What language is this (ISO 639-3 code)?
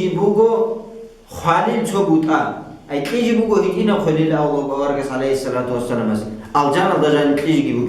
ava